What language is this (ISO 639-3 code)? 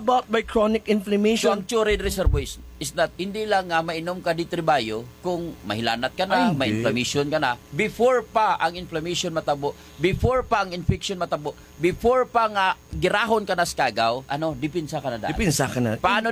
hil